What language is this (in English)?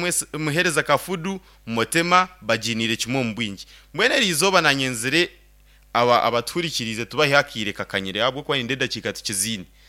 Nyankole